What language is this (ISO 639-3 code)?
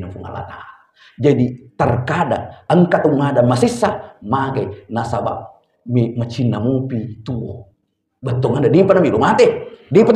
bug